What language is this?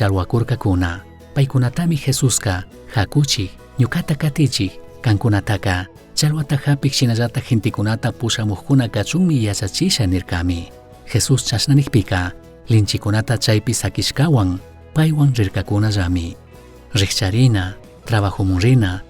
Chimborazo Highland Quichua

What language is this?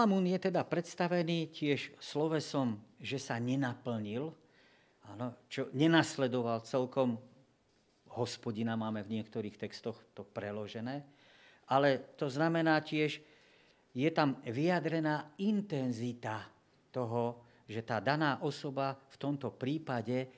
Slovak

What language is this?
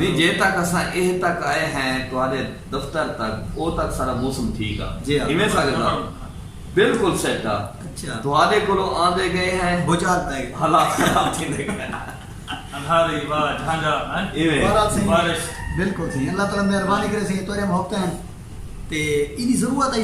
Saraiki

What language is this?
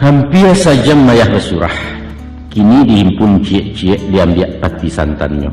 Minangkabau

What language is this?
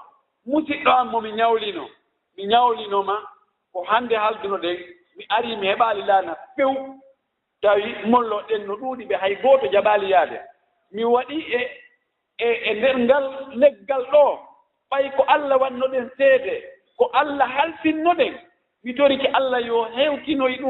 Fula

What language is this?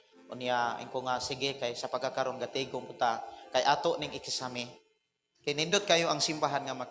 Cebuano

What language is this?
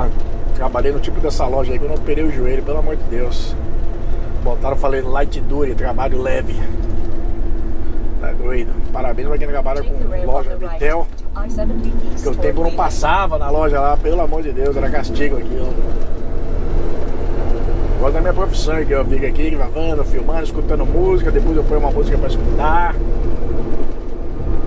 Portuguese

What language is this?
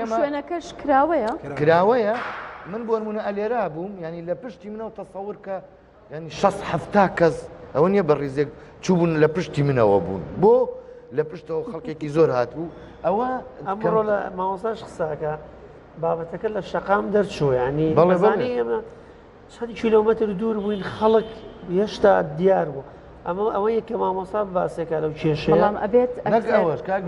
Central Kurdish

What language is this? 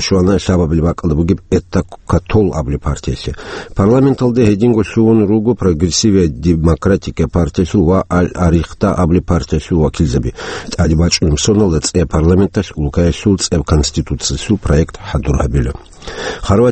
Avaric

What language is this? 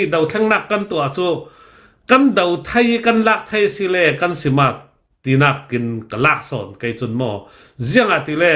Hakha Chin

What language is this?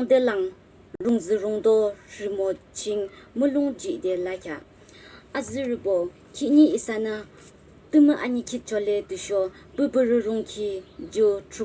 Yimchungru Naga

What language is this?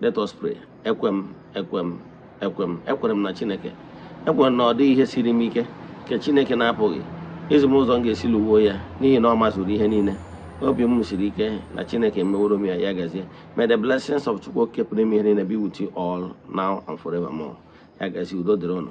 Igbo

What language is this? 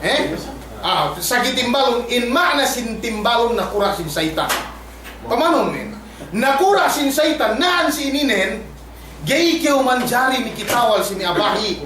Yakan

